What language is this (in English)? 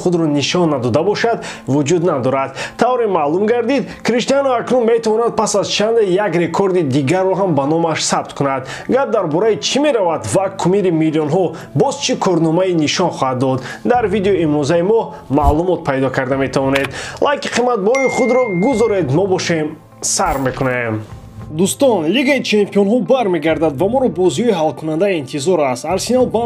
Tajik